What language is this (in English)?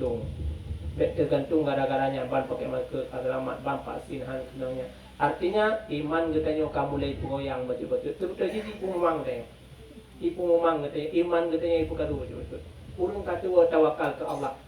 Achinese